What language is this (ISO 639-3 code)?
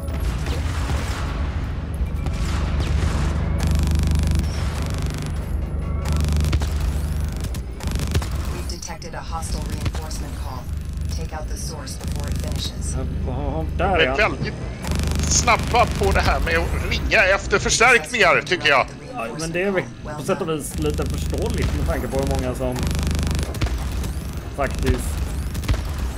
swe